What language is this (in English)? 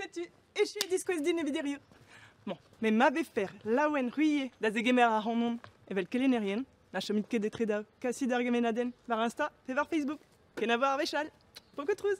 Breton